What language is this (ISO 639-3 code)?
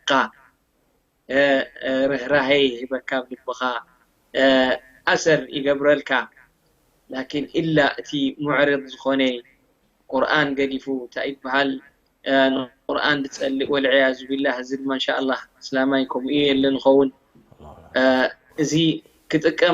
tir